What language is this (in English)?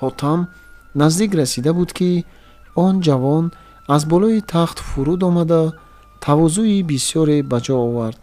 Tajik